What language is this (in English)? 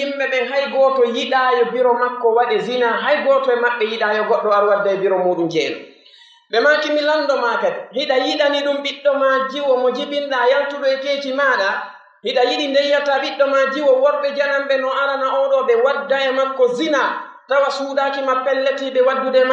Pular